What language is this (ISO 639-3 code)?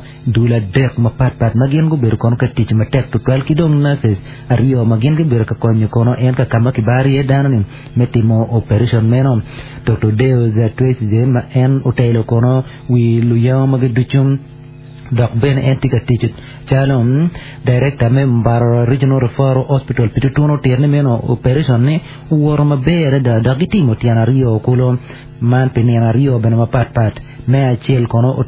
ach